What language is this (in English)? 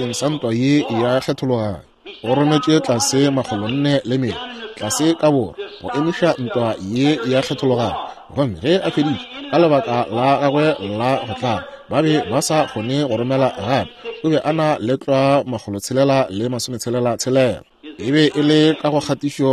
Northern Sotho